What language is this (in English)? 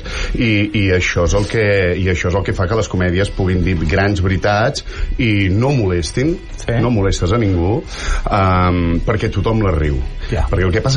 Catalan